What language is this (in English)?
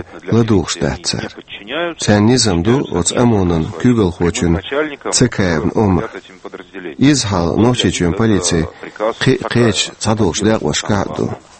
Chechen